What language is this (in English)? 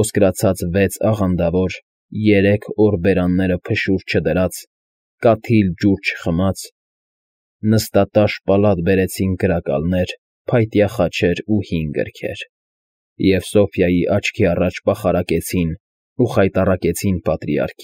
Armenian